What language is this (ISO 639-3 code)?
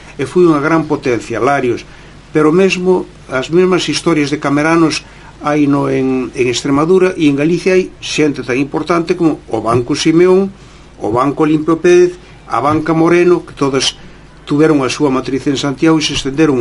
glg